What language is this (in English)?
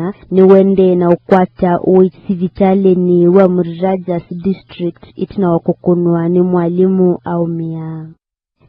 Kamba